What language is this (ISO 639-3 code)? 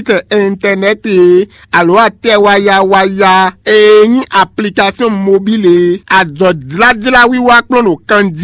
fon